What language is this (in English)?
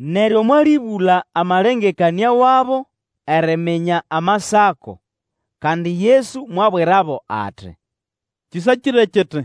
Nande